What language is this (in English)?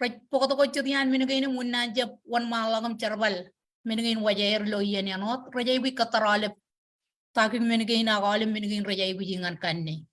Marshallese